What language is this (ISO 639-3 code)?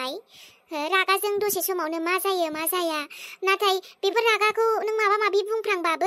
brx